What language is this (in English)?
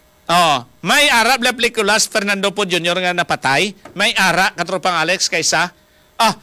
Hiligaynon